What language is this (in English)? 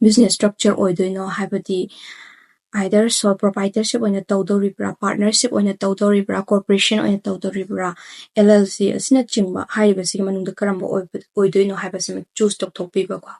Manipuri